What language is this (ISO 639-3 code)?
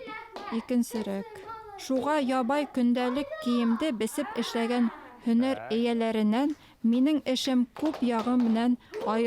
bak